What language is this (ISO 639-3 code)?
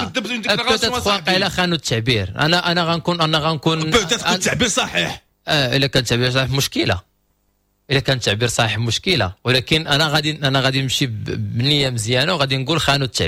ary